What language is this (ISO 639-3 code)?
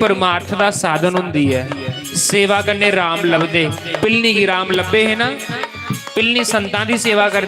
doi